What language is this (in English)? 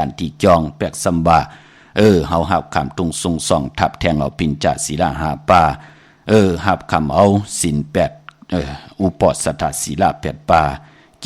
Shan